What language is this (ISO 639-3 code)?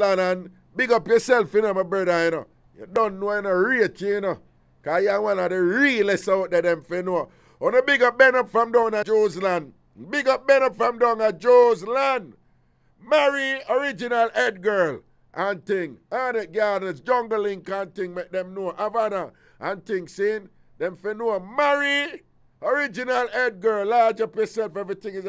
jam